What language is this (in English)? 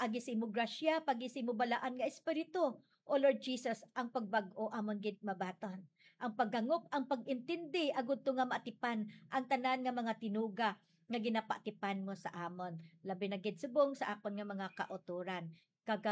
Hiligaynon